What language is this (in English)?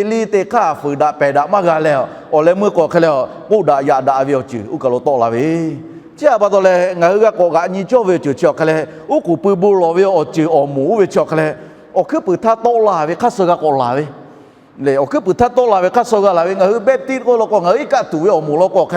Lahu